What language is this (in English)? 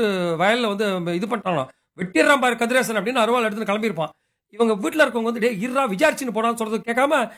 Tamil